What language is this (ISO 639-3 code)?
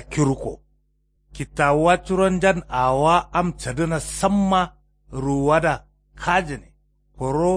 kau